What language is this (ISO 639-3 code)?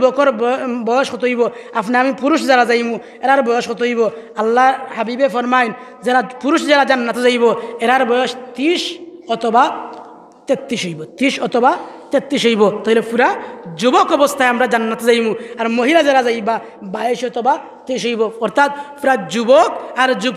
syl